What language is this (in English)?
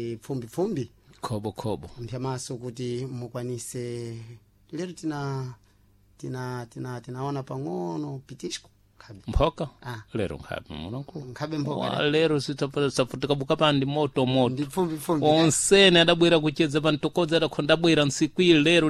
Sena